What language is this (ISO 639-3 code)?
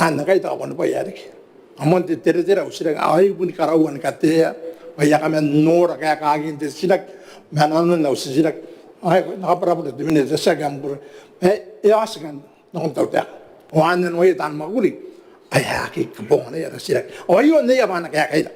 gil